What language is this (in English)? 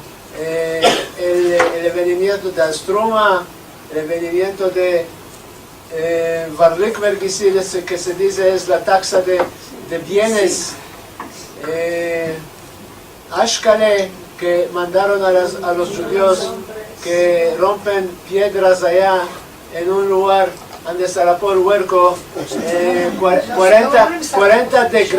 Ladino